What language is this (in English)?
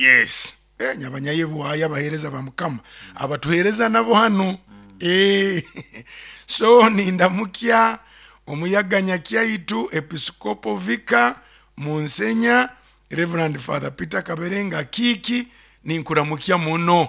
Nyoro